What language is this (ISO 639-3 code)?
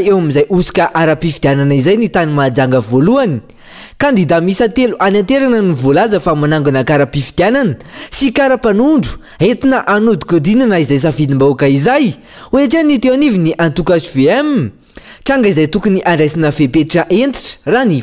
mlg